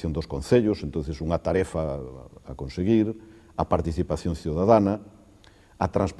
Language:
Galician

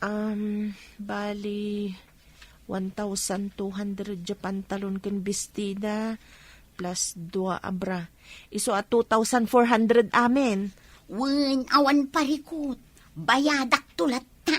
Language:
Iloko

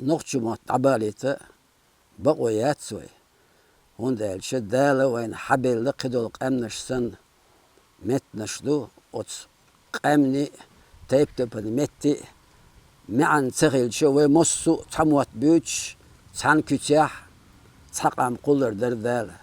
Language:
Chechen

